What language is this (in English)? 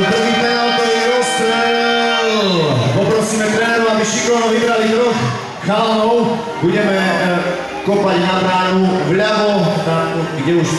Slovak